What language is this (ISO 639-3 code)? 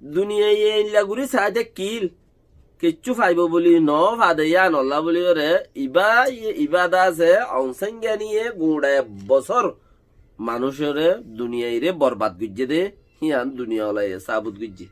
rhg